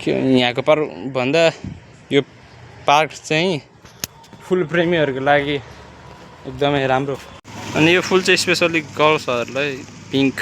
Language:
Nepali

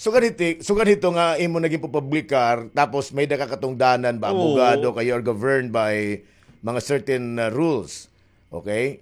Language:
Waray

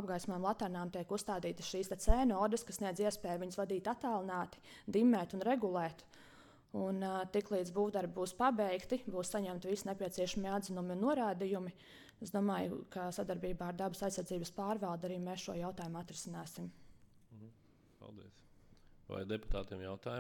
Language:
Latvian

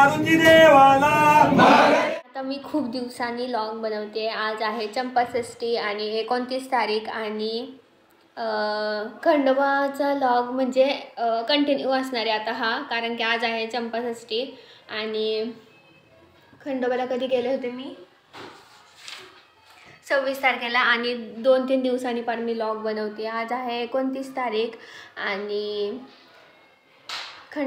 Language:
Marathi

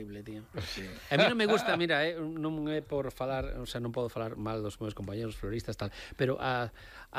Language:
Galician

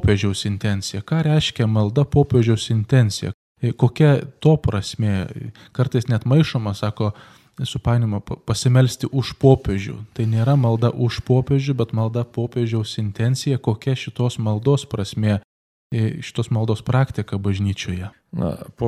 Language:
Lithuanian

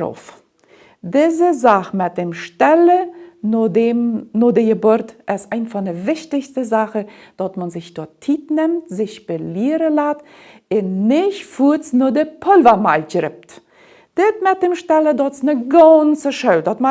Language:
Plautdietsch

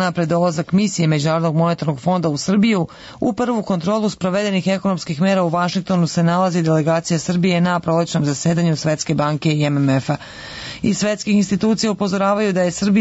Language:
Serbian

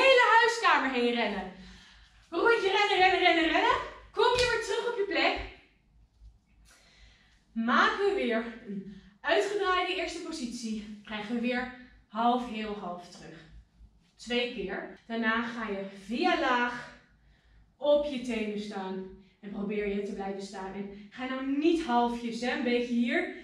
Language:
Dutch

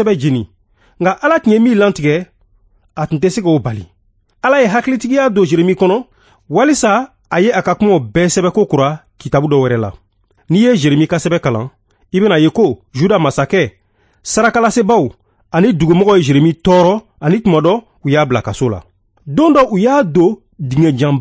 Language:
Bambara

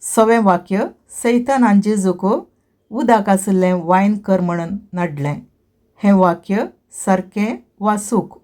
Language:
Konkani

